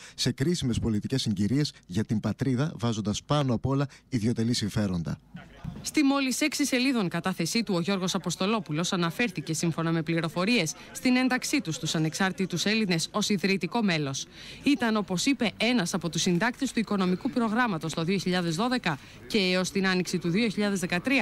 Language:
Greek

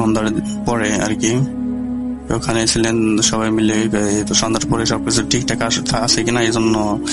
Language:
Bangla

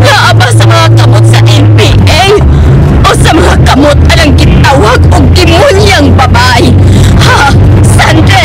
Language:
Cebuano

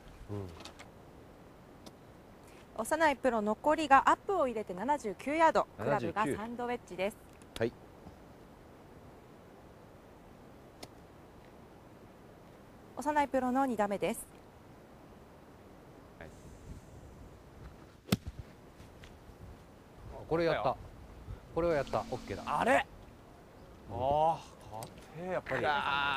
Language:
Japanese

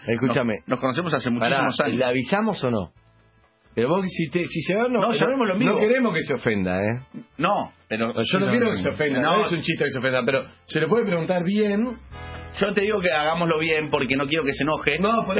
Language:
Spanish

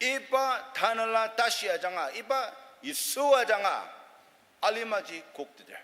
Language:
Ao Naga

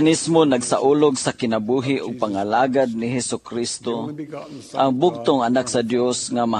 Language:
Cebuano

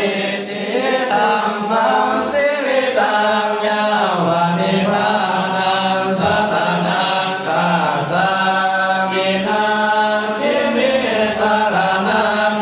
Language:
Pali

